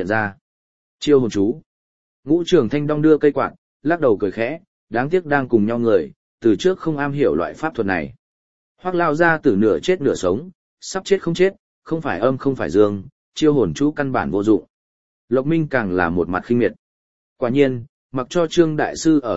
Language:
Vietnamese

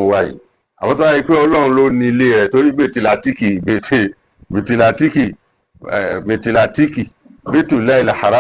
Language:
Yoruba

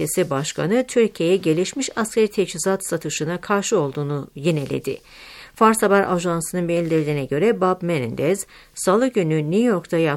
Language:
Turkish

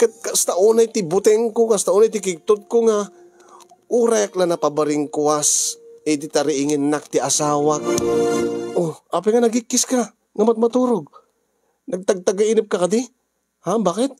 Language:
Iloko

